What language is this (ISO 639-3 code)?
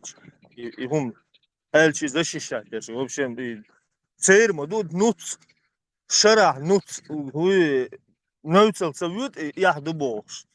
che